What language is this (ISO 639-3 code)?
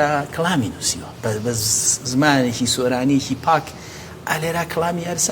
ckb